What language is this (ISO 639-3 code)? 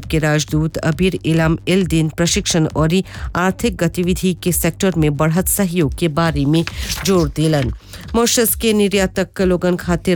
bho